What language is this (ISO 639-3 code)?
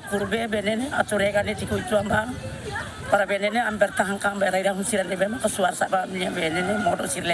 tet